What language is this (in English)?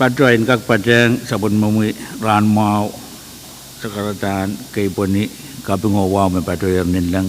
Pohnpeian